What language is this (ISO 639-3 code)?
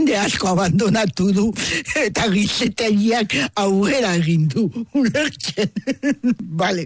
eus